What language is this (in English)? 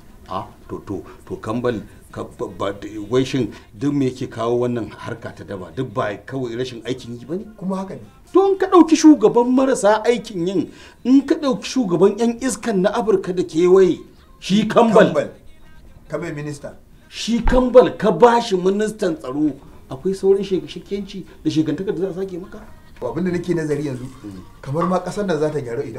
Hausa